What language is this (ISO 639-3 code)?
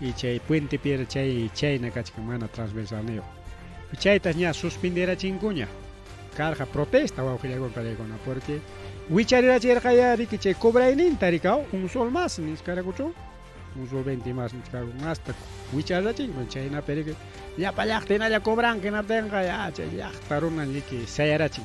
quy